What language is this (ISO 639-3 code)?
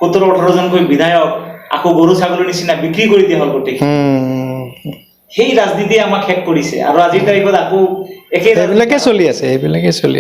asm